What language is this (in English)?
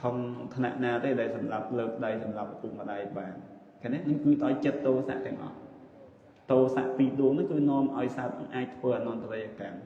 Khmer